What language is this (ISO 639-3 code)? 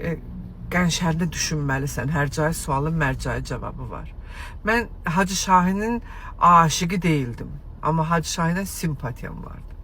aze